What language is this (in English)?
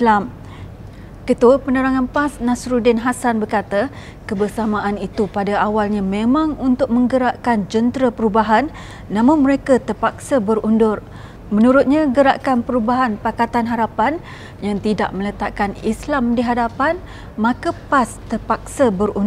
Malay